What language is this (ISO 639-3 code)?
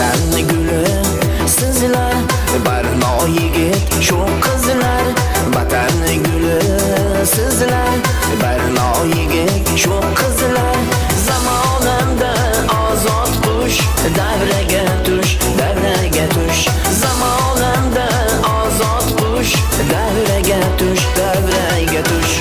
kaa